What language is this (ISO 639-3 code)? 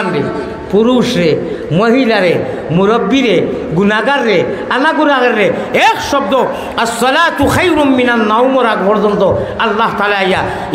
syl